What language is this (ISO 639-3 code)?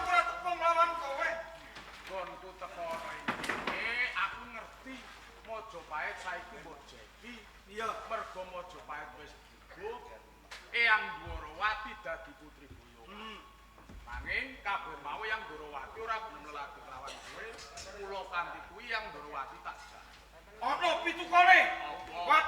jav